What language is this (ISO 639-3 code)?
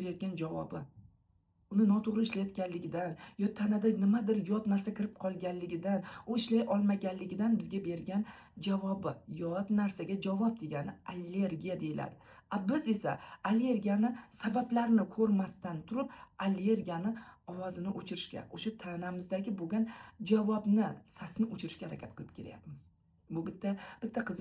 uzb